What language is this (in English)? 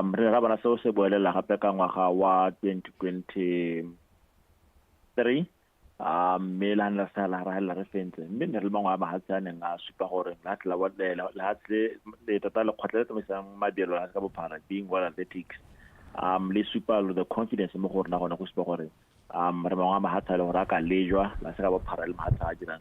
Tswana